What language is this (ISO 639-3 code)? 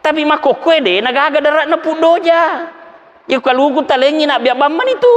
bug